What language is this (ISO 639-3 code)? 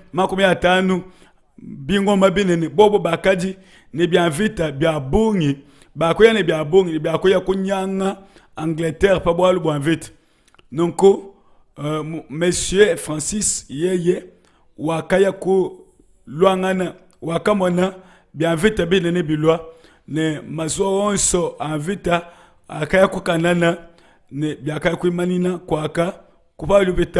lua